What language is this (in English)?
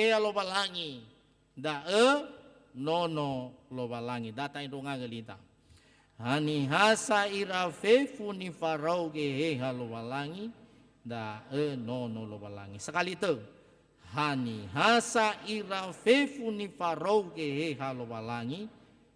Nias